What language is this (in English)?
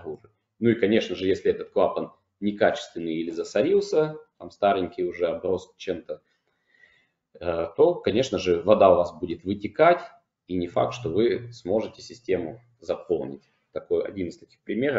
Russian